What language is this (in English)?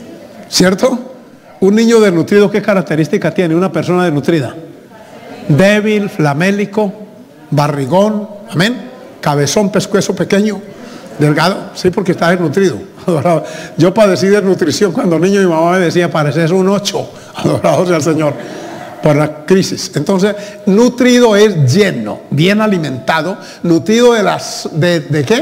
Spanish